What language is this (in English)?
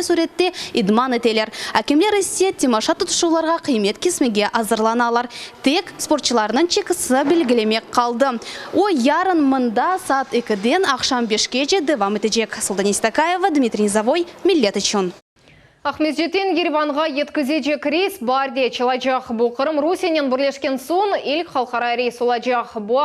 Crimean Tatar